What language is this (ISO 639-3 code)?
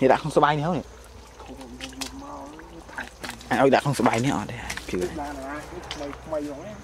khm